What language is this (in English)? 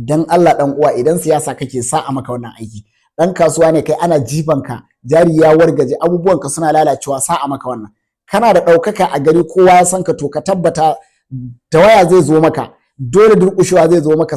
Hausa